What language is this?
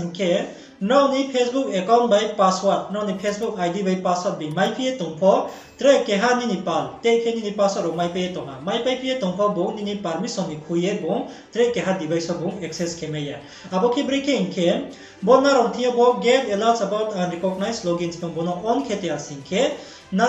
Riang (India)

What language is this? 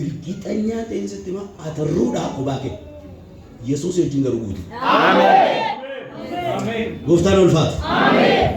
Oromo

